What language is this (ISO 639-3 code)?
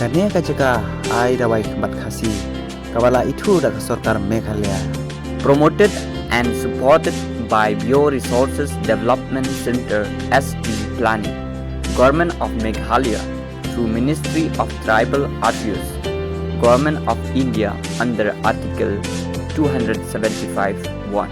kha